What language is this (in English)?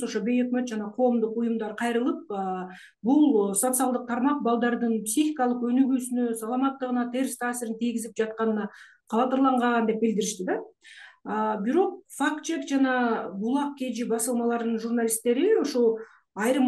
Kyrgyz